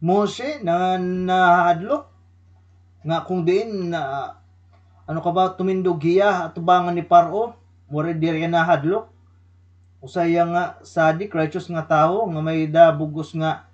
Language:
Waray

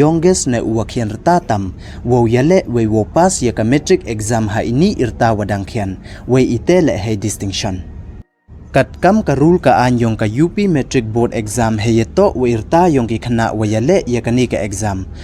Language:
Pnar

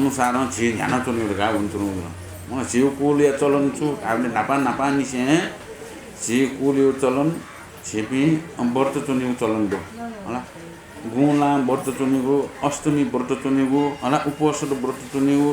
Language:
Newari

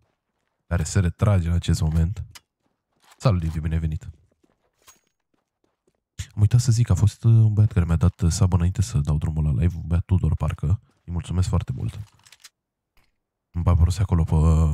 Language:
Romanian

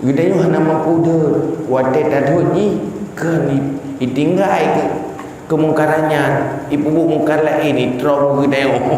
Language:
Achinese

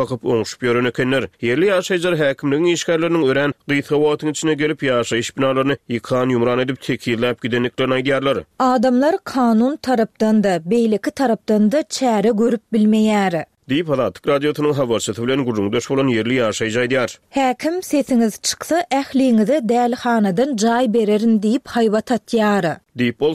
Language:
Turkmen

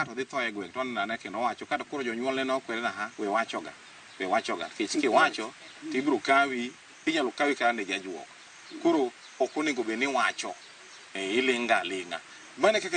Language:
Luo (Kenya and Tanzania)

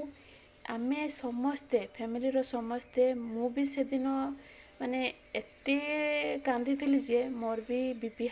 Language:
Odia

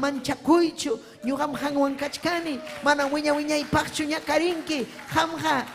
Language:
Ayacucho Quechua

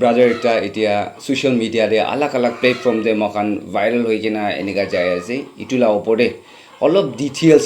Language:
Naga Pidgin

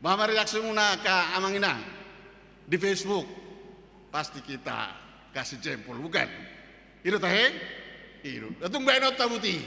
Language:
Batak Toba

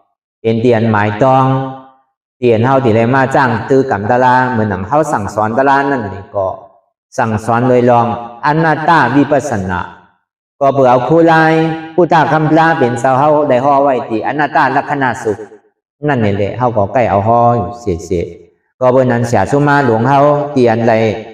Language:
Shan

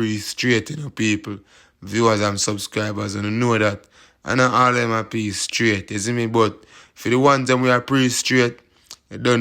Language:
Jamaican Creole English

